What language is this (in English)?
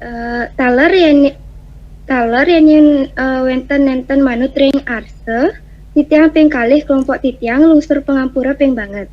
Balinese